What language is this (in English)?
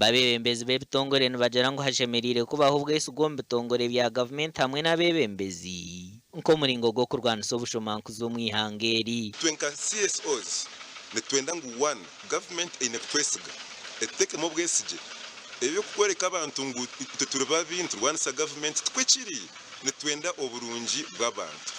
Nyankole